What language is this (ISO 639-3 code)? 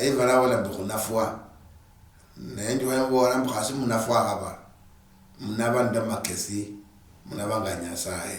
luy